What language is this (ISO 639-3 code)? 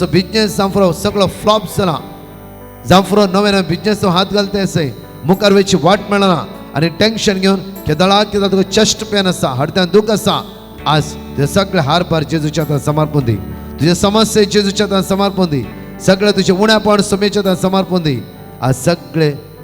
kok